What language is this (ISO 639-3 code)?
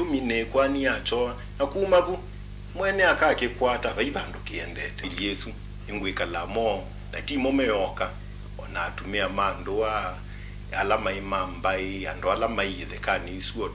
kam